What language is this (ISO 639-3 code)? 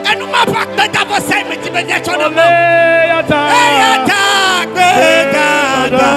ewe